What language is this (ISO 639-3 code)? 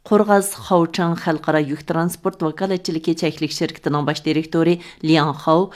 uig